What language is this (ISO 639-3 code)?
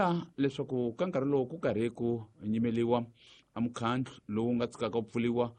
tso